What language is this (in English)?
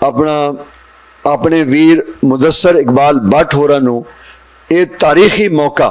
Western Panjabi